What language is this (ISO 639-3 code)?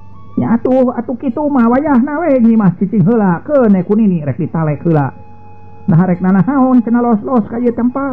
sun